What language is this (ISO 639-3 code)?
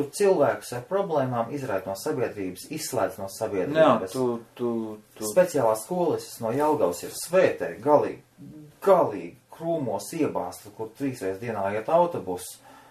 lav